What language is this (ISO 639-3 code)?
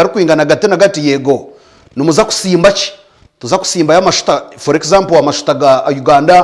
nyn